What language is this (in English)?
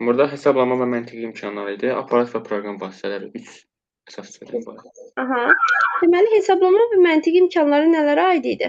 Azerbaijani